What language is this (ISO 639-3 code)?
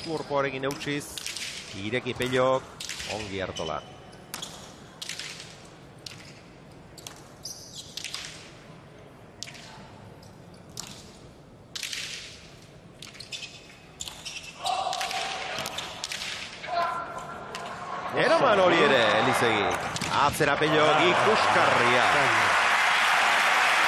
eus